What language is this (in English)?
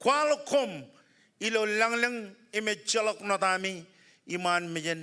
Marshallese